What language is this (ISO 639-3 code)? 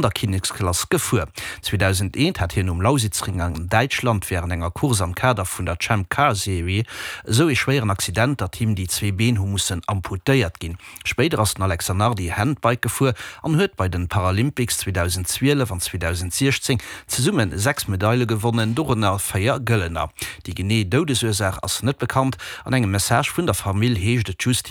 ltz